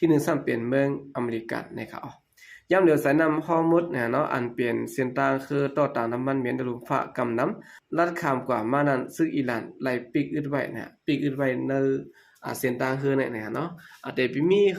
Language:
Shan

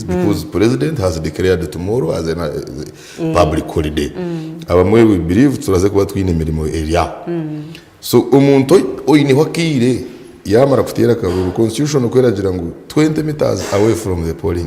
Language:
Nyankole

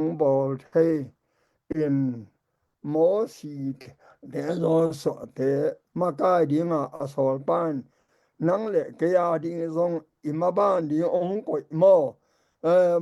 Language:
Tedim Chin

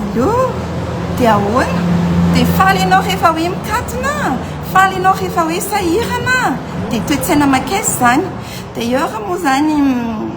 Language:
Malagasy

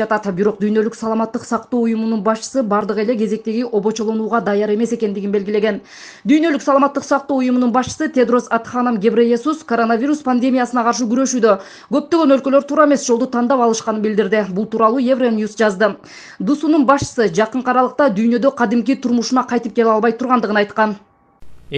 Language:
Kyrgyz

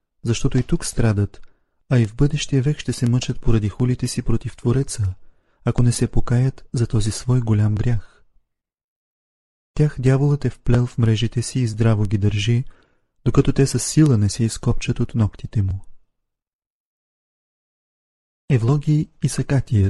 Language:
Bulgarian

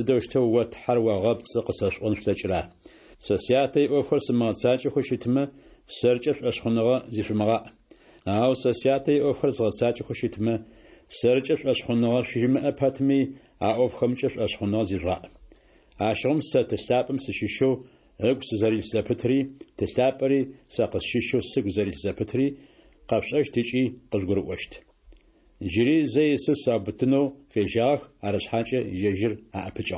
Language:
Adyghe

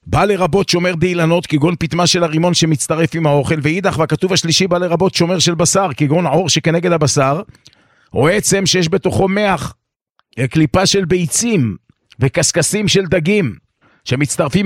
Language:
Hebrew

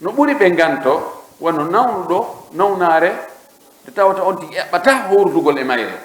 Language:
Pular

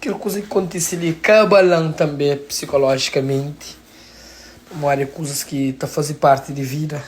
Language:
Kabuverdianu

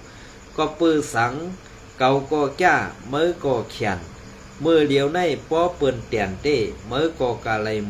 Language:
Shan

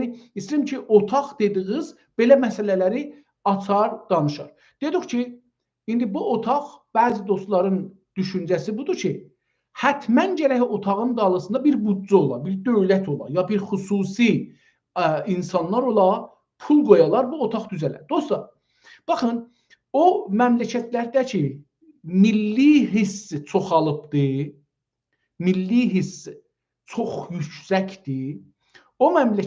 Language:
South Azerbaijani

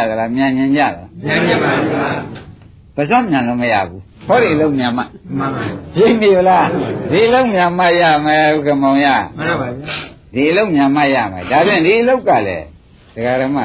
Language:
Burmese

